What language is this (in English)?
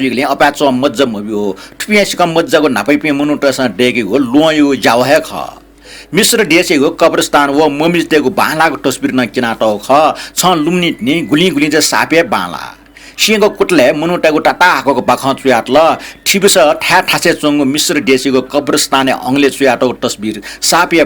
Newari